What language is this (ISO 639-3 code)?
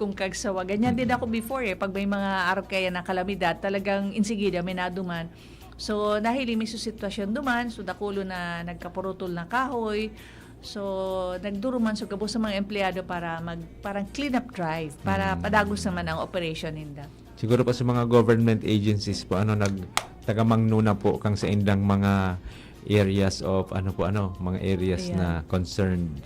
bik